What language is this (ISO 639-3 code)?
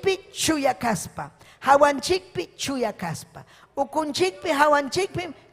quy